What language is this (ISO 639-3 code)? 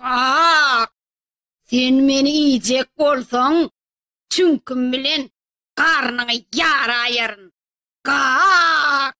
tuk